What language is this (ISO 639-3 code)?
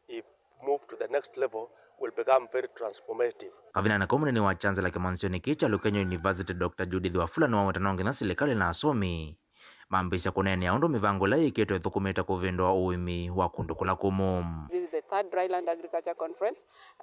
kam